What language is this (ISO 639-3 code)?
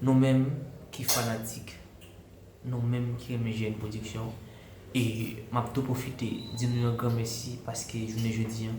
hat